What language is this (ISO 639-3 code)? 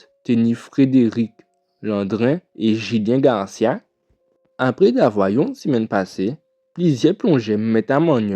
gcf